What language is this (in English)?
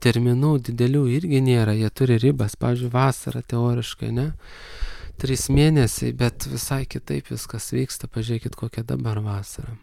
Lithuanian